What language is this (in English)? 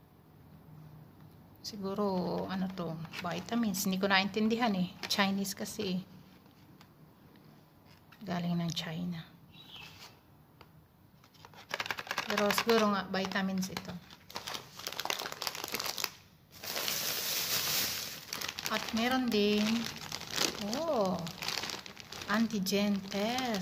Filipino